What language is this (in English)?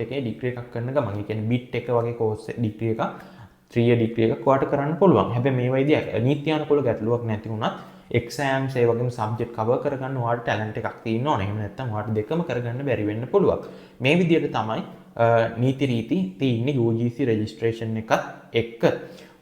Sinhala